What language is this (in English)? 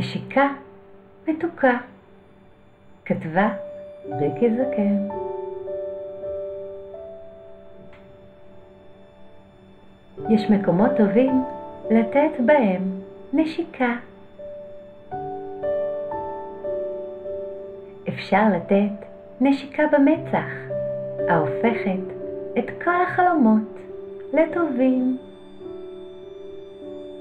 Hebrew